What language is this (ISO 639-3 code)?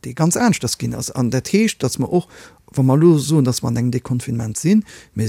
ltz